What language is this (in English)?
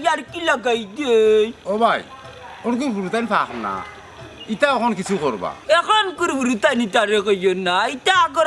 Sylheti